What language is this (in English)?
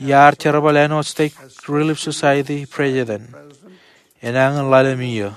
Marshallese